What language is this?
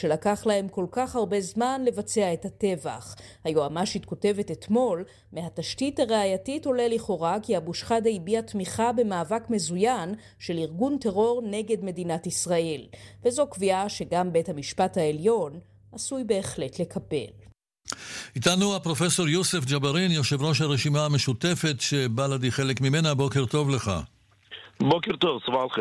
Hebrew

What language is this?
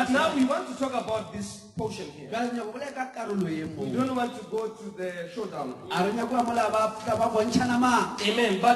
Northern Sotho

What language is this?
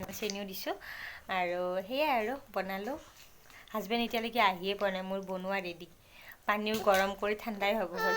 Assamese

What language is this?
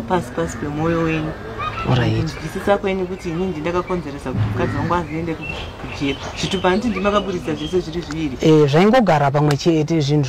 Shona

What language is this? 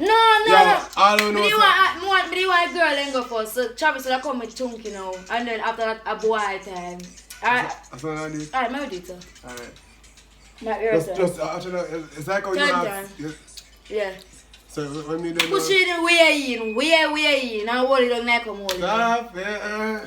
Jamaican Creole English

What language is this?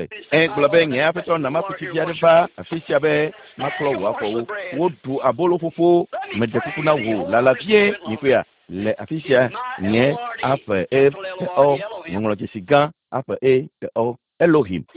Ewe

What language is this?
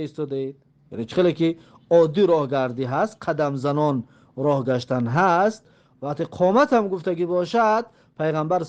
Tajik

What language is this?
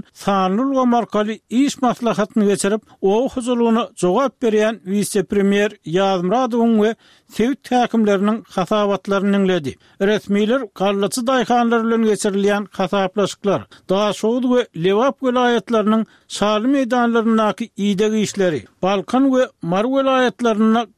Turkmen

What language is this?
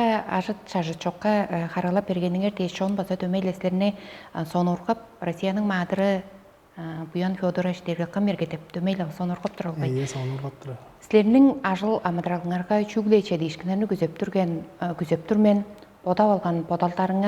Tuvinian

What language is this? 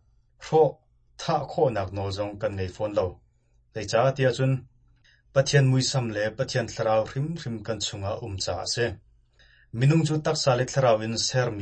Hakha Chin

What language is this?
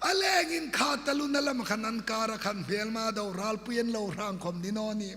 Hmar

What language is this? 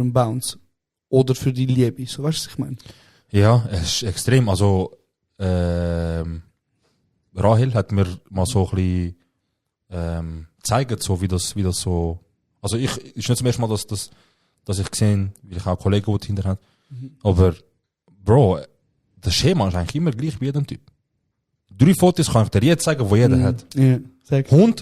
Swiss German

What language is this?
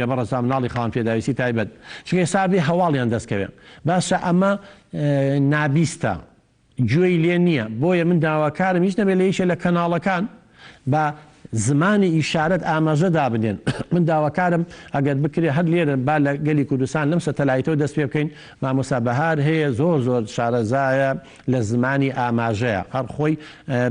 Central Kurdish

